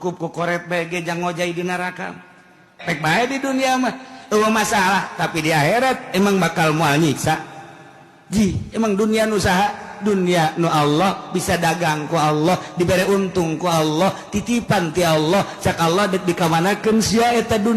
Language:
Sundanese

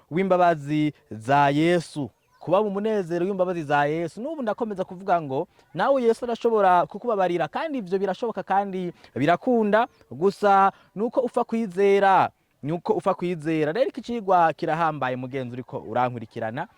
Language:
Rundi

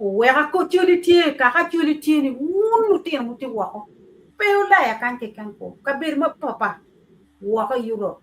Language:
Acoli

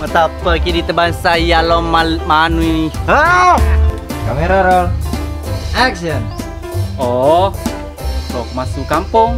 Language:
Buginese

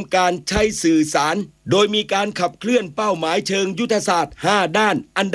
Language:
Thai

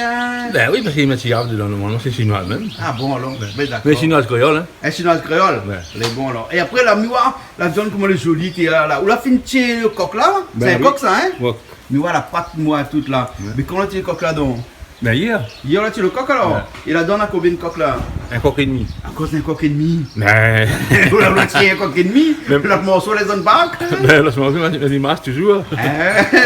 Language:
Réunion Creole French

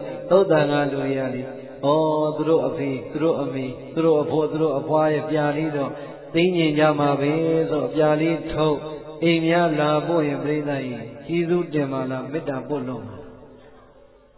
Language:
Burmese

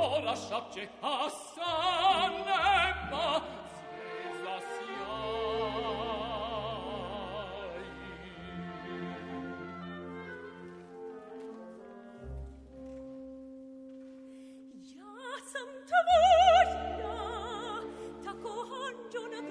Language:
Serbian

